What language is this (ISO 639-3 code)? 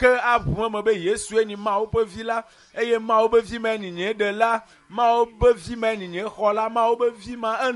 ewe